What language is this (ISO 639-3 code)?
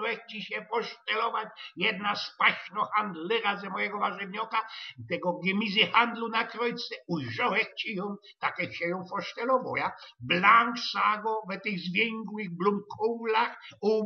szl